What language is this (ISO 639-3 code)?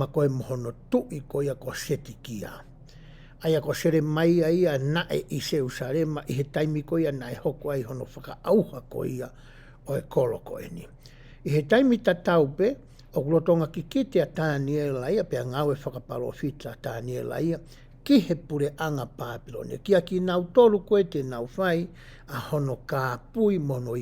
ton